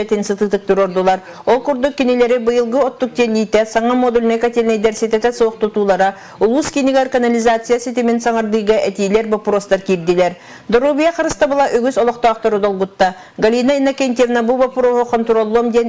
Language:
Yakut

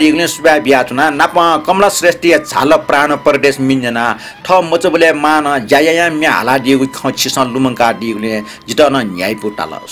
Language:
Newari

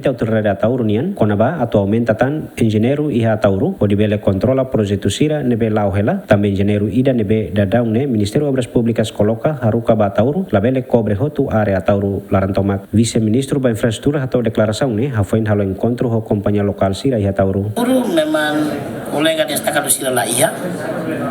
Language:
Tetum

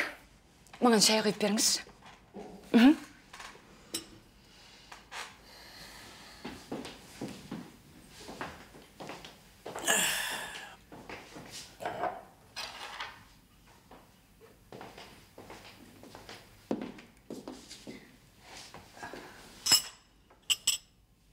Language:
Kazakh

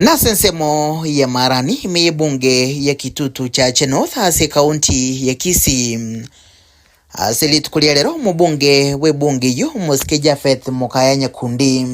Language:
Gusii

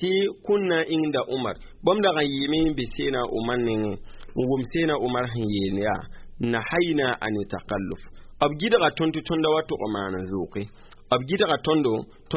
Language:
Mossi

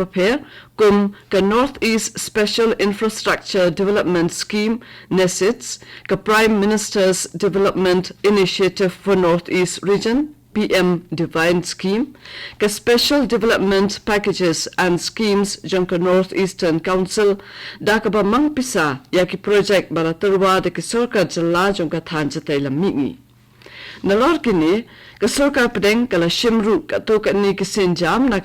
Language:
Khasi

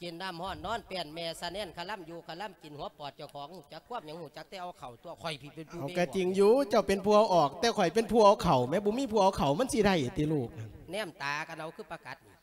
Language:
Lao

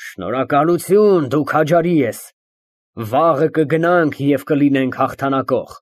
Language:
Armenian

